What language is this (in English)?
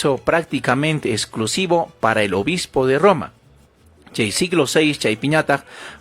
Ayacucho Quechua